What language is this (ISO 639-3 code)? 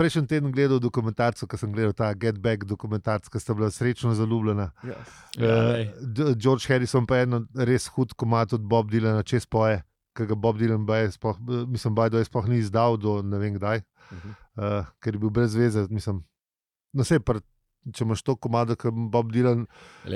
slv